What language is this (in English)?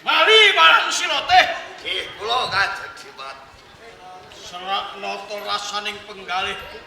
Javanese